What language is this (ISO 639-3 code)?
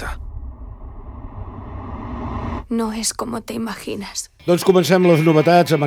cat